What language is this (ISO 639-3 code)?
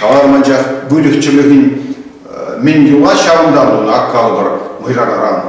chv